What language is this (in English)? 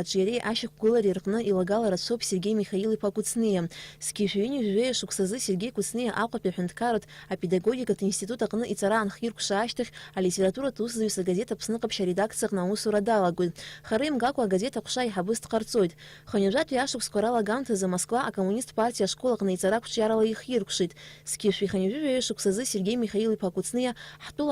Abkhazian